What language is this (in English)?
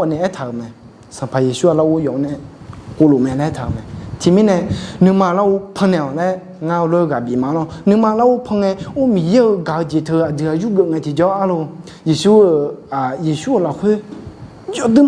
Akha